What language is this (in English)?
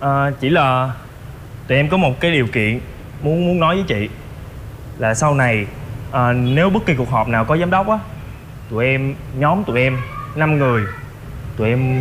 Vietnamese